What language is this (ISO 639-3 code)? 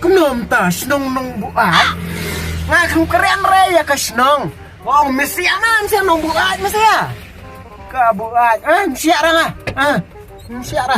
kha